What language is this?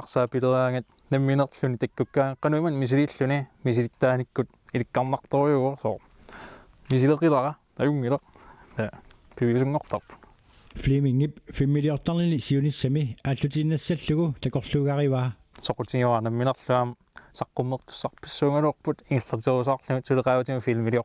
Kalaallisut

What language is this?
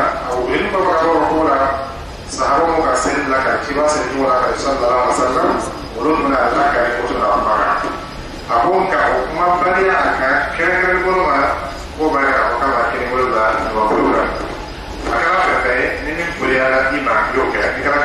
Dyula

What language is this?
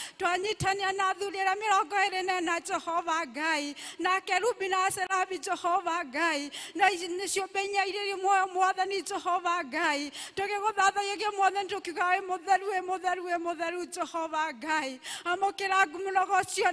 Kikuyu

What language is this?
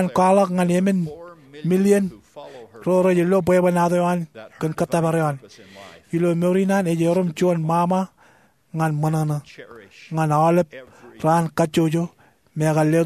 Marshallese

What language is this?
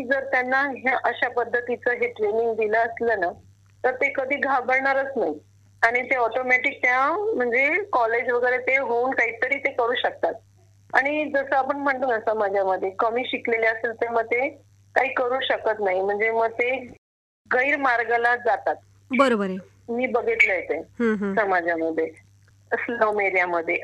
Marathi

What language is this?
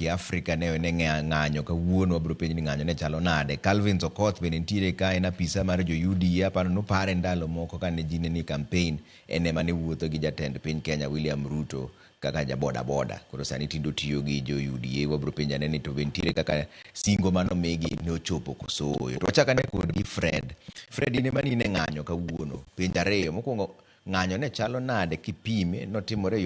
Luo (Kenya and Tanzania)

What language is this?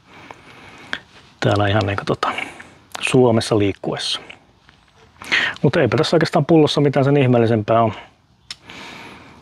Finnish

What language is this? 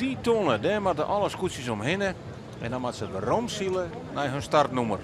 Western Frisian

